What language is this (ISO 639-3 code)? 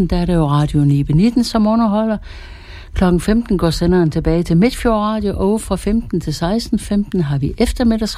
dan